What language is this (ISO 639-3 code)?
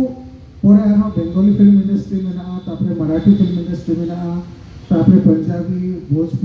sat